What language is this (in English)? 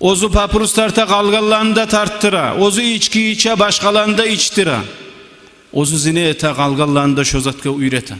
Kumyk